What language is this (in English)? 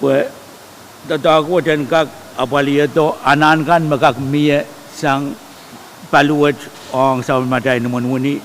Pohnpeian